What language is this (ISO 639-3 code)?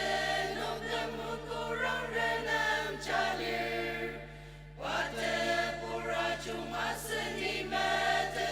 njo